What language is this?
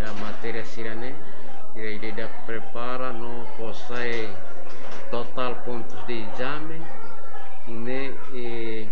Tetum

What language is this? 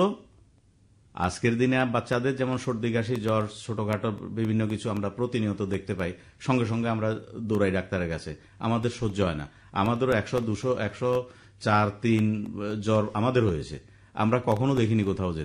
Bangla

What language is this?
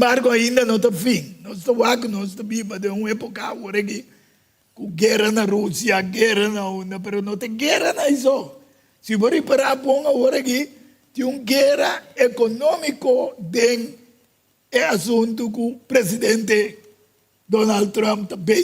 Papiamento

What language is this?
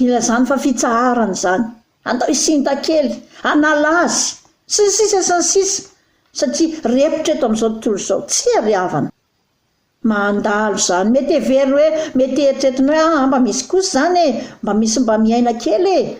Malagasy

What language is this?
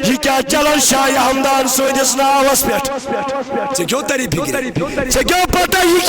Kashmiri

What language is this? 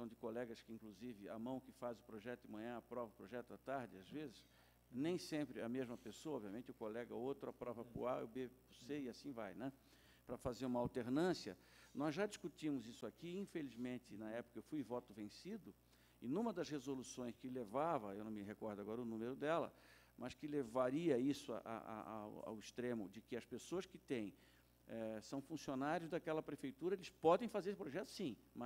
Portuguese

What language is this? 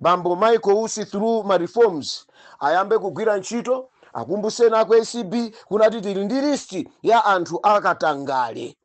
Nyanja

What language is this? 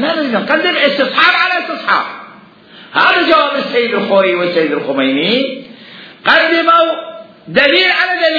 Mesopotamian Arabic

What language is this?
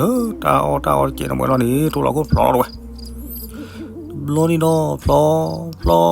S'gaw Karen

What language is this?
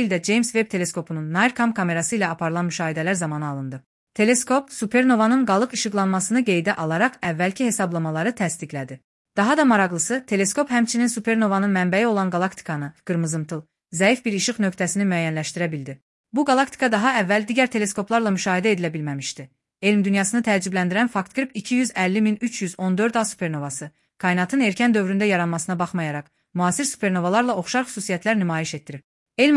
Azerbaijani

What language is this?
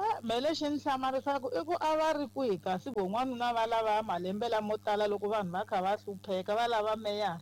Tsonga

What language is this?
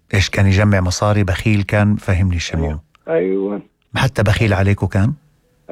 North Levantine Arabic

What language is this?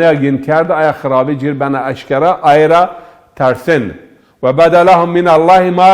Zaza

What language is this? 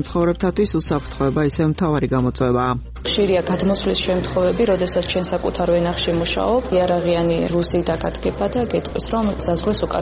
Georgian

